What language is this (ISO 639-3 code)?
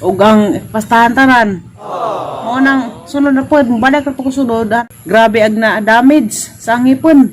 ceb